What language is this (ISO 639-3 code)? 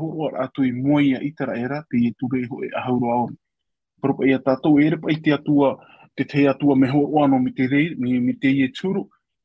tah